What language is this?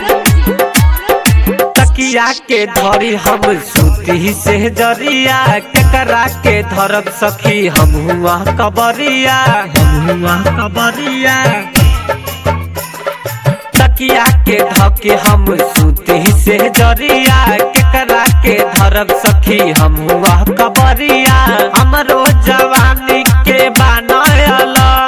Bhojpuri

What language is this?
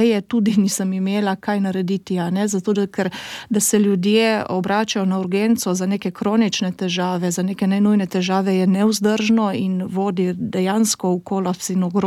Slovenian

